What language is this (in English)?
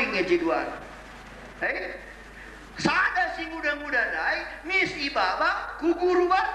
Batak Karo